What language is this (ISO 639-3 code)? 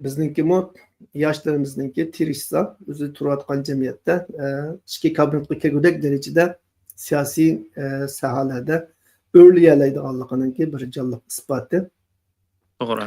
uig